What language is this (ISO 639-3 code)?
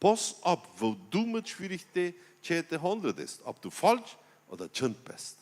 pdt